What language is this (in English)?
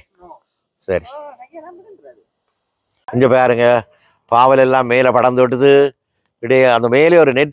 Tamil